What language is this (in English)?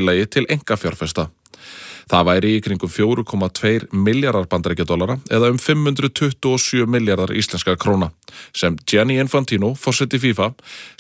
Icelandic